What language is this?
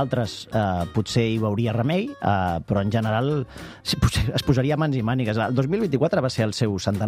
Catalan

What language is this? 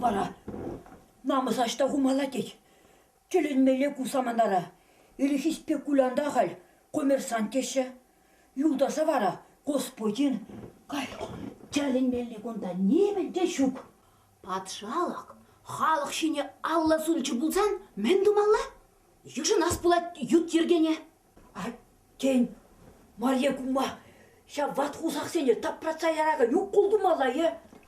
Chuvash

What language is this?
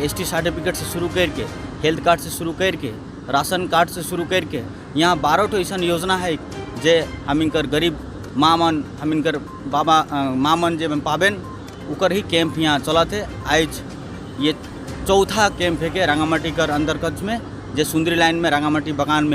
Sadri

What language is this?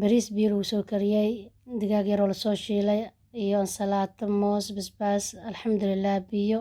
Somali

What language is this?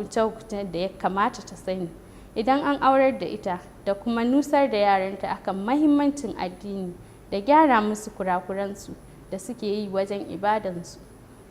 Hausa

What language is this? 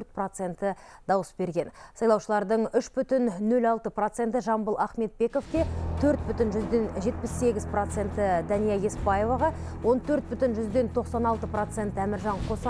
Kazakh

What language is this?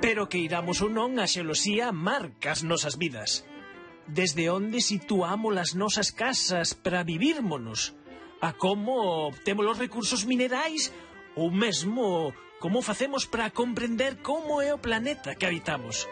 Galician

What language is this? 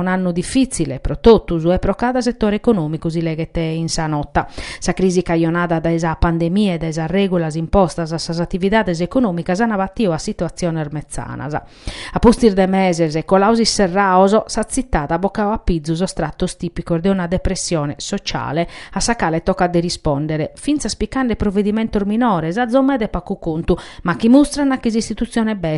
Sardinian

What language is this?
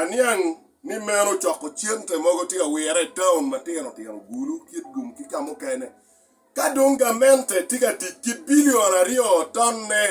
Acoli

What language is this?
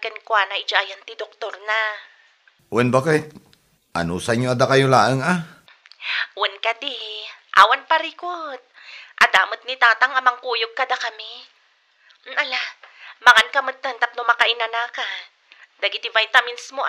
Iloko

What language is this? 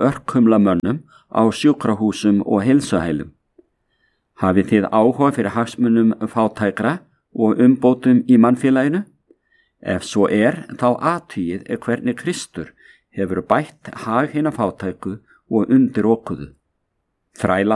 Icelandic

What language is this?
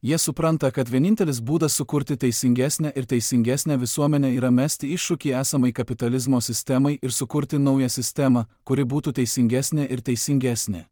Lithuanian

